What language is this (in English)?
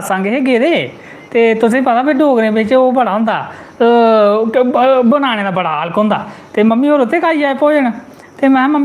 Dogri